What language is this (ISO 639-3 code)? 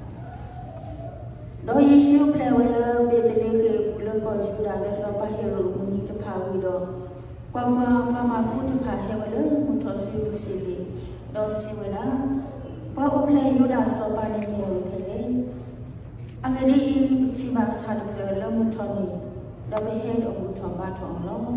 ksw